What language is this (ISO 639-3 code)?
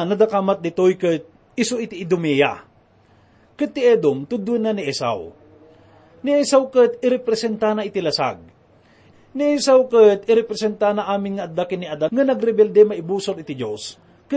ilo